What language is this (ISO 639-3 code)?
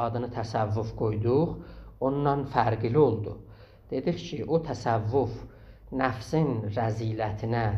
azb